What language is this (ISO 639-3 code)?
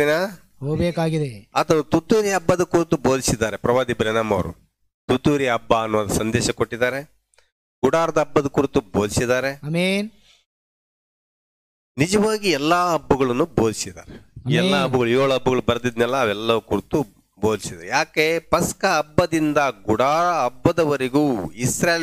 kan